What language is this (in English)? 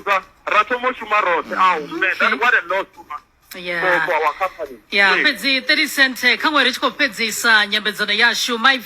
Venda